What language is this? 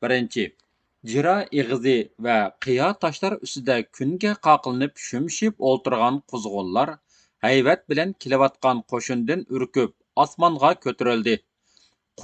Uyghur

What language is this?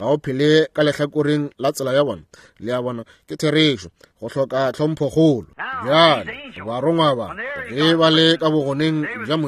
Northern Sotho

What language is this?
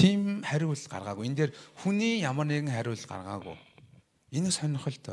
Mongolian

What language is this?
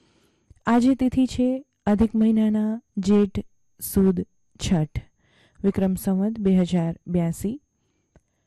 Gujarati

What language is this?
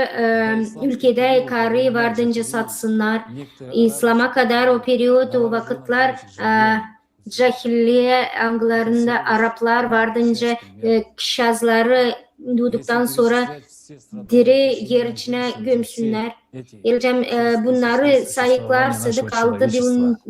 Gagauz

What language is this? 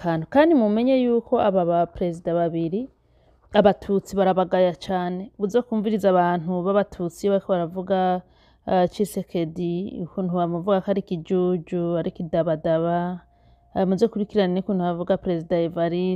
Rundi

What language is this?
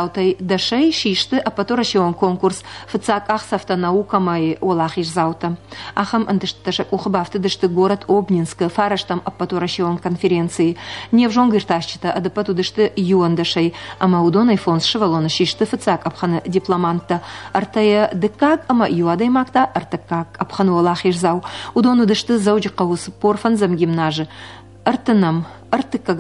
Ossetic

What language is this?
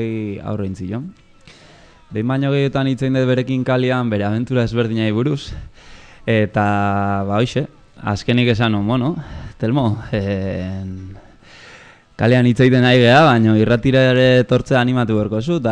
Basque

